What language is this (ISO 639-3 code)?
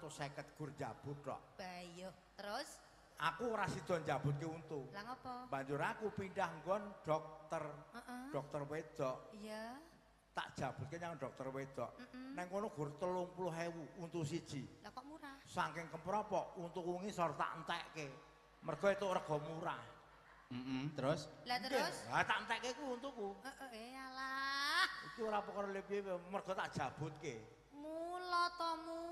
jav